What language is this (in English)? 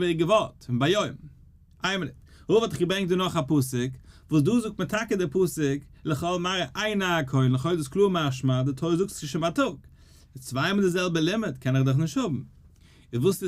Yiddish